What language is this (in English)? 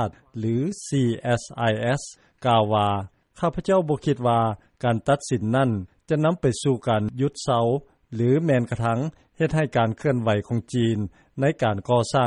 Lao